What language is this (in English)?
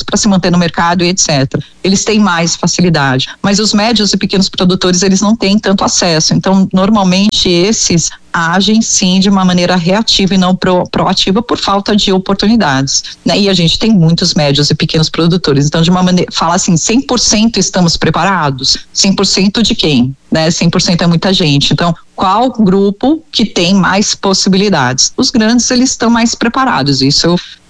Portuguese